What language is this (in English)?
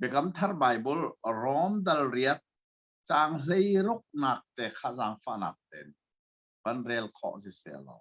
Hakha Chin